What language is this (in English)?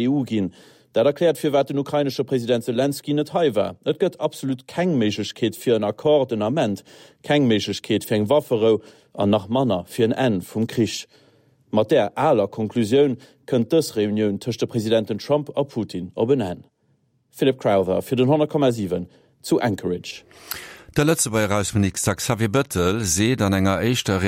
Luxembourgish